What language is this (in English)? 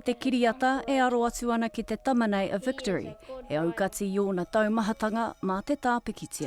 Māori